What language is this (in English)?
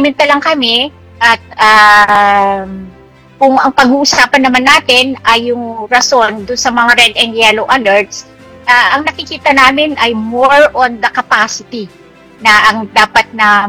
Filipino